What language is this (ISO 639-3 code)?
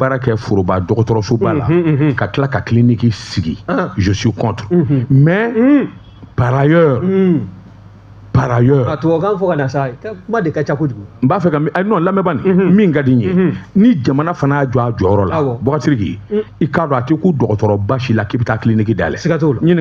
bam